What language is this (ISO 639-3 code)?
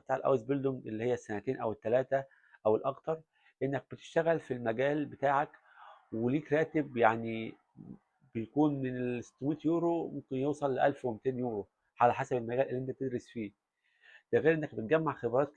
arz